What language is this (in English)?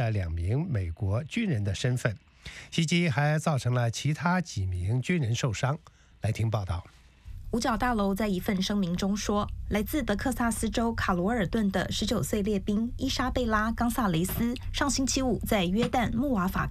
Chinese